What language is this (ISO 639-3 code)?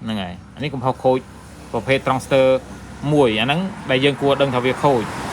khm